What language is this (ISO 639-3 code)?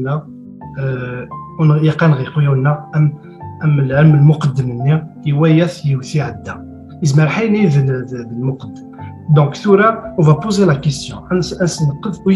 kab